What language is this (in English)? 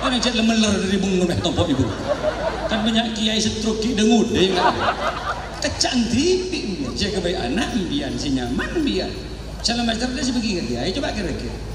Madurese